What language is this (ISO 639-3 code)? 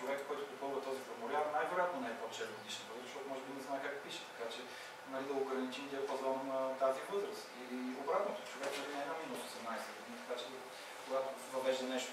bul